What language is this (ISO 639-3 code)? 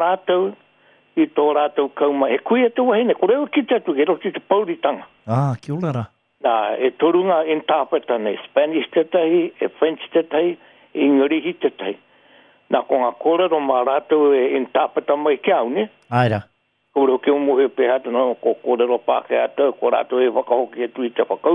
mri